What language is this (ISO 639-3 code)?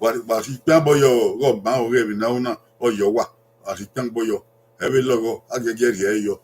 bin